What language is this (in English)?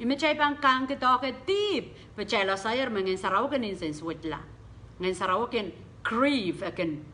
Pohnpeian